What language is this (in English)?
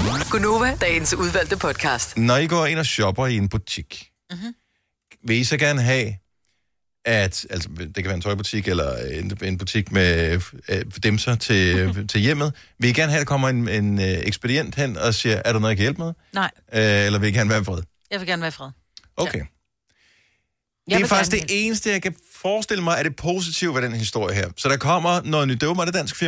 Danish